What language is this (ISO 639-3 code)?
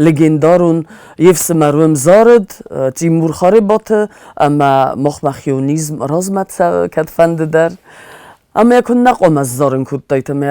oss